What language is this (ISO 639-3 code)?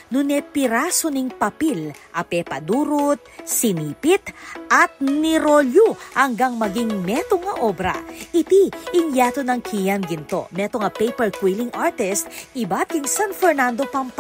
pam